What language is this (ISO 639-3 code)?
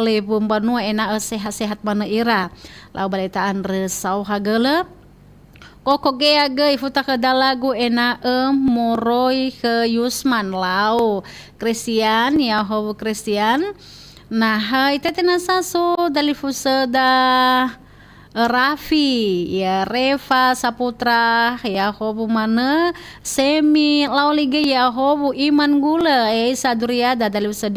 nia